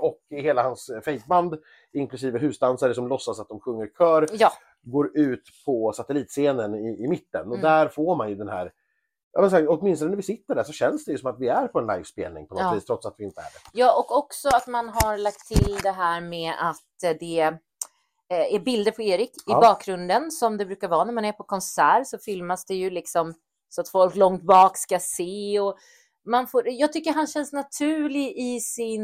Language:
Swedish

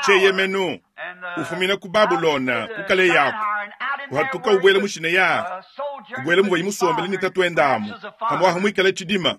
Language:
Luba-Lulua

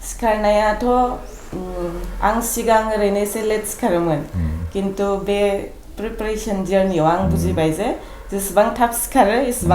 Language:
Bodo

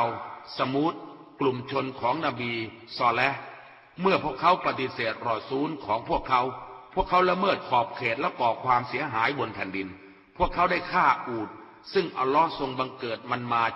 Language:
Thai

